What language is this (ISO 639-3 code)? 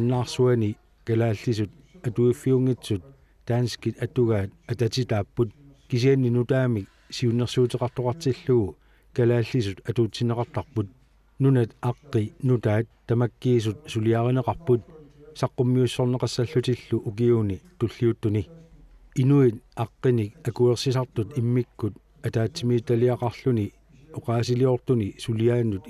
kal